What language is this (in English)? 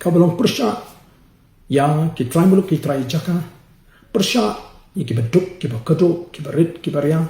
Khasi